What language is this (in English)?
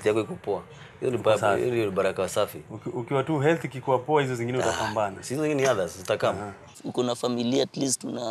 Swahili